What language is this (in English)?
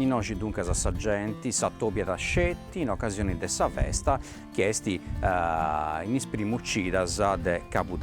Sardinian